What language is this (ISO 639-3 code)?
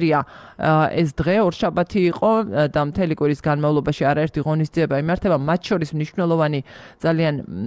kat